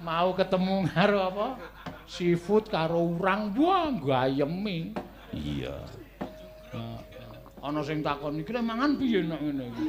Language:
Javanese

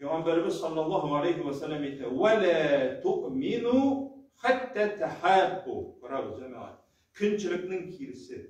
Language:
Tatar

